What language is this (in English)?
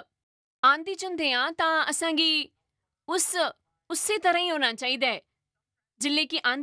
Dogri